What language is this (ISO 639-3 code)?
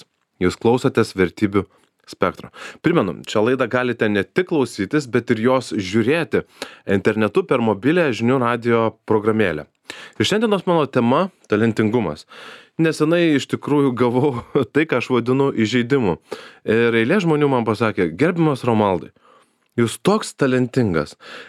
lit